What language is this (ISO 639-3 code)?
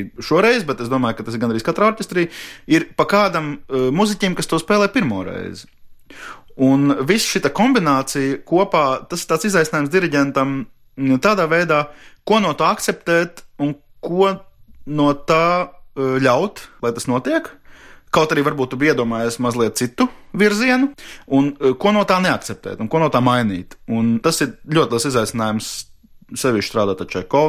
lav